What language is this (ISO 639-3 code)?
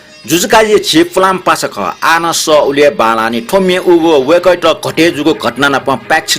new